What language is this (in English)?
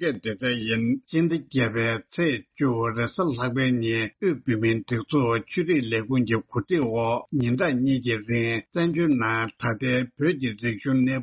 Tibetan